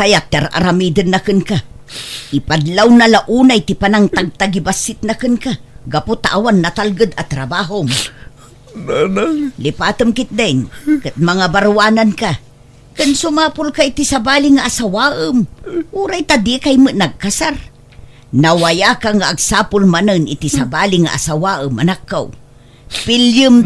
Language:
Iloko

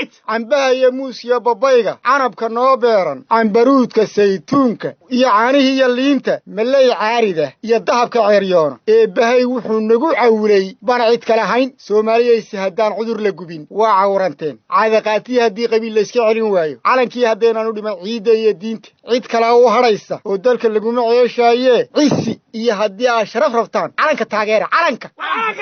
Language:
Somali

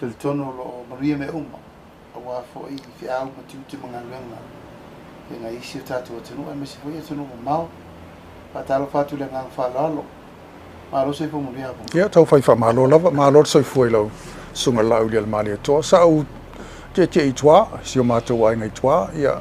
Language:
Samoan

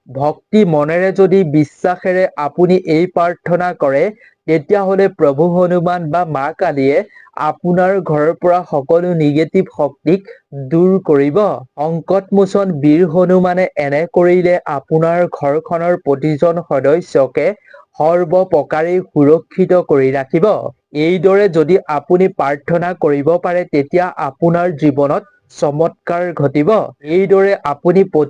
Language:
Assamese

